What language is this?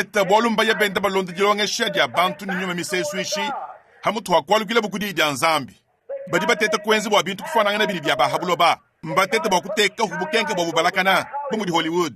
Luba-Lulua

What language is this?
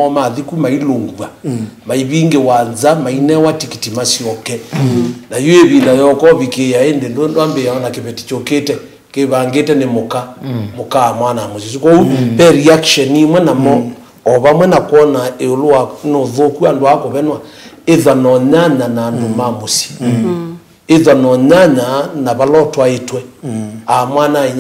Kamba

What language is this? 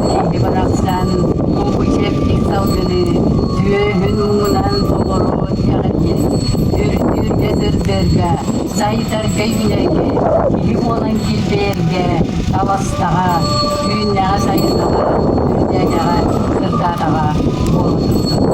Yakut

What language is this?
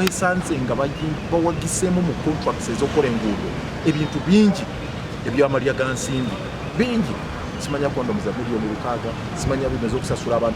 Ganda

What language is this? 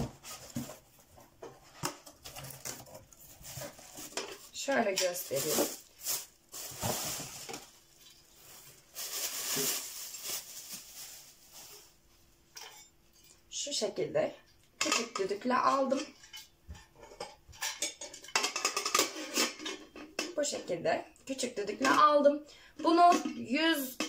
Turkish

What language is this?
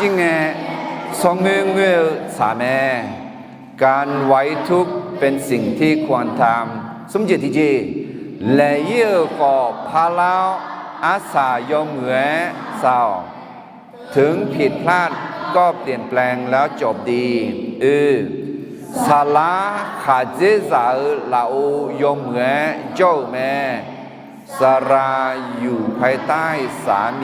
Akha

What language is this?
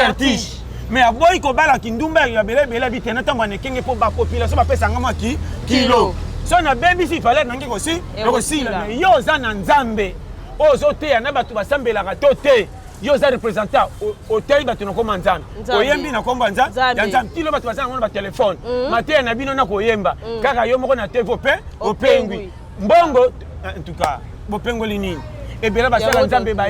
Lingala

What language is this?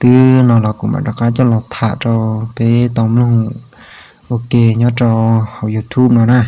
Hmong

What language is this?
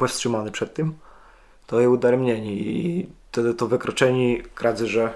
Kashubian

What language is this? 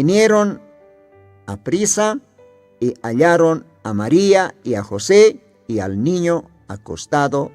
Aymara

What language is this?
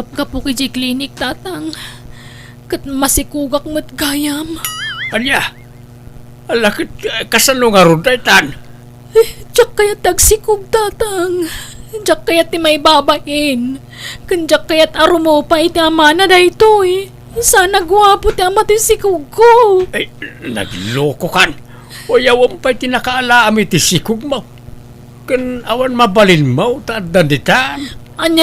Iloko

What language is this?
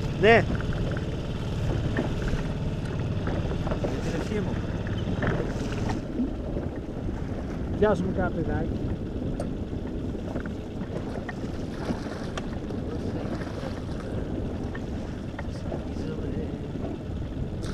Greek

